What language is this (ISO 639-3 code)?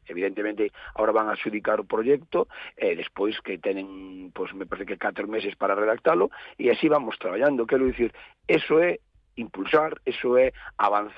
glg